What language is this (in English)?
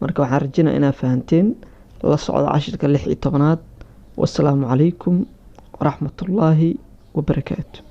Somali